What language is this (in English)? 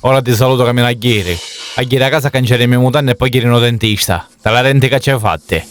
Sicilian